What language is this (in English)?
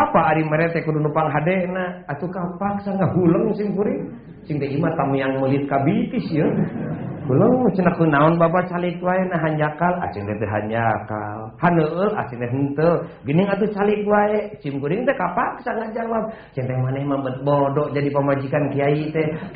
Sundanese